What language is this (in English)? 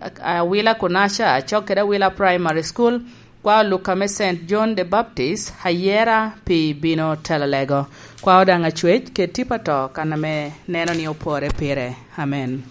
Lango (Uganda)